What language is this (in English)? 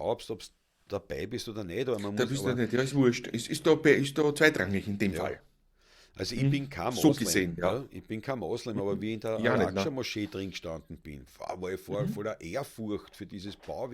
Bavarian